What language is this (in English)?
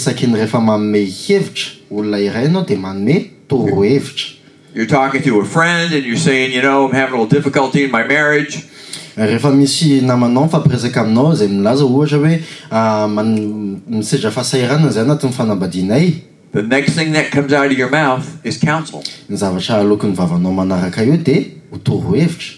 Malagasy